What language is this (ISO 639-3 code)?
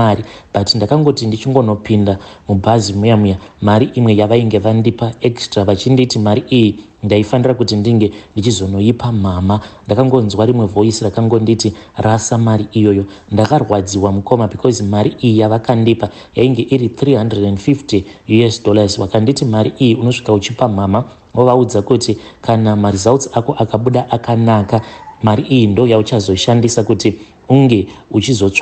sna